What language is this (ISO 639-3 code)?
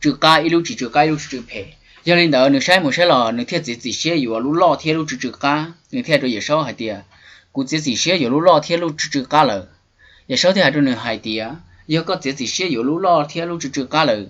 hmn